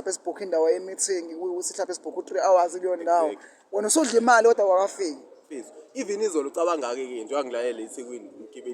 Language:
Zulu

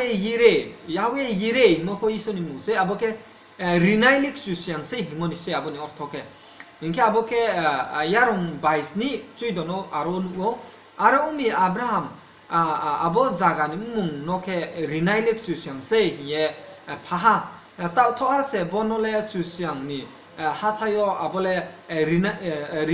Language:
Riang (India)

